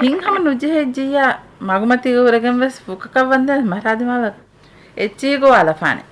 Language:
Divehi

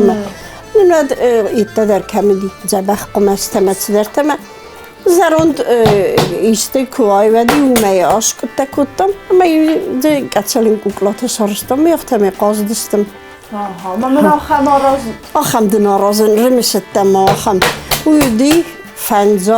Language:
Ossetic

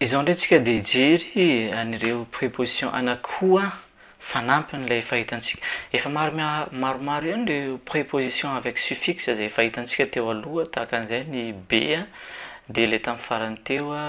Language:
Malagasy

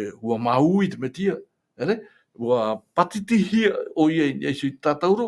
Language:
Tahitian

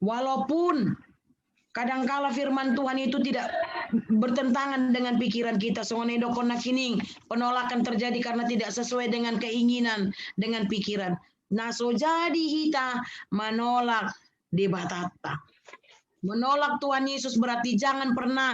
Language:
Batak Toba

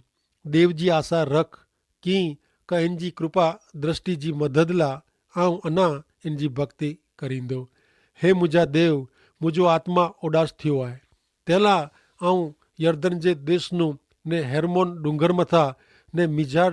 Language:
Kachhi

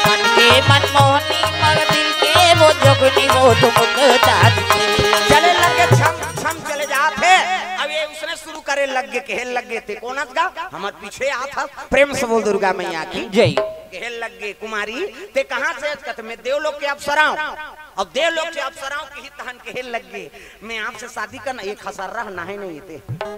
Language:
Chhattisgarhi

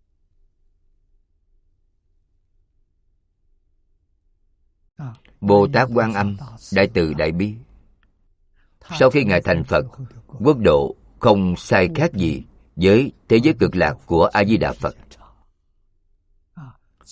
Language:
Vietnamese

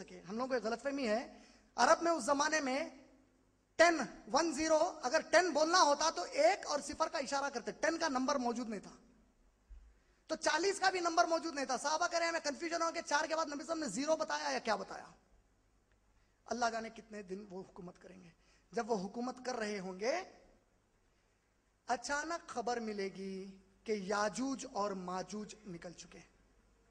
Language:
Urdu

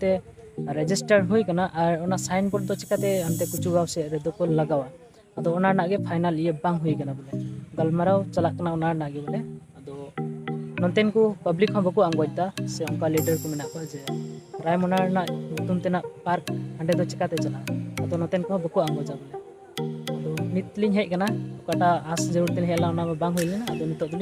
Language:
Santali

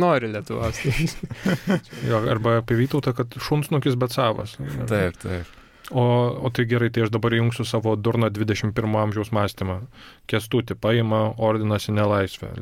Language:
Lithuanian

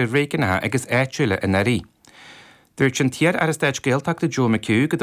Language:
Irish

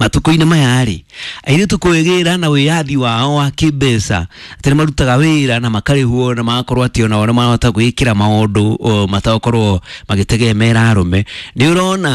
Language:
Kikuyu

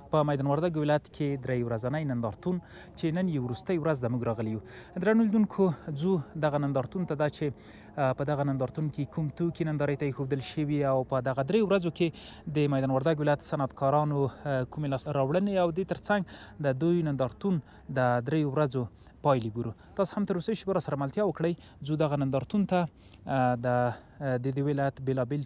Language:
Pashto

